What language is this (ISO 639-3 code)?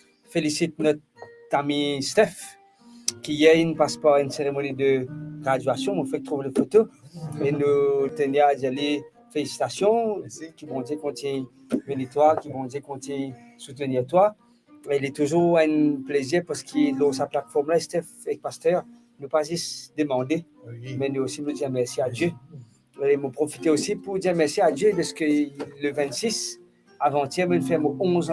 mfe